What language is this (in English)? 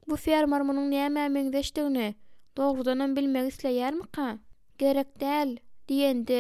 Turkmen